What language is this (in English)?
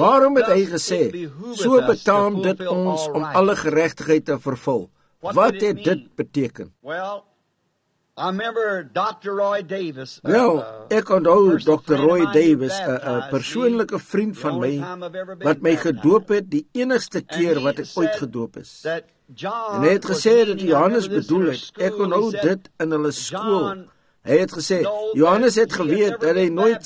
Afrikaans